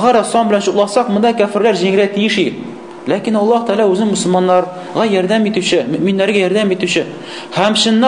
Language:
Tatar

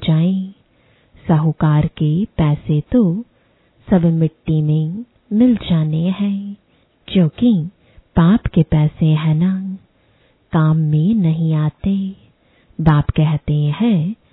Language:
Hindi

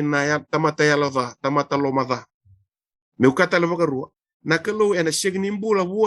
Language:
Fijian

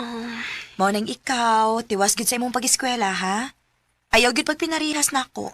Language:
Cebuano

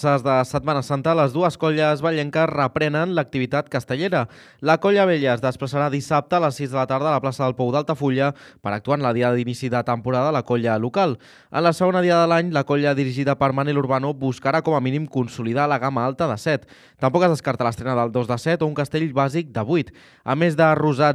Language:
Catalan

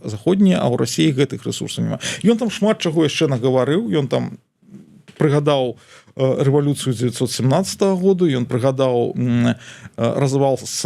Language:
Belarusian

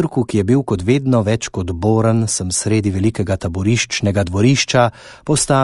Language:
Slovenian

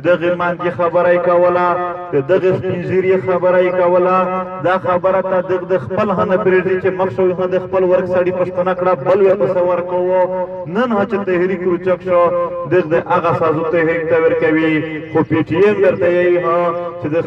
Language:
Pashto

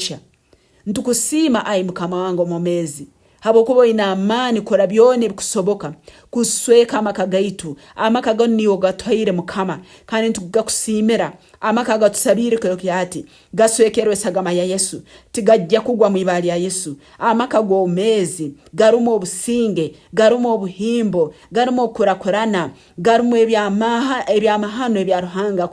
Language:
Nyankole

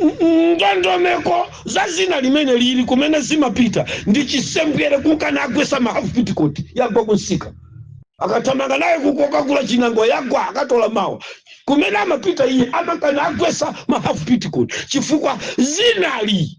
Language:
Nyanja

